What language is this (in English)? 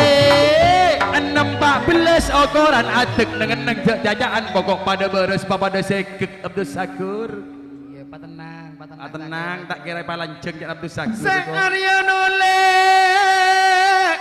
Madurese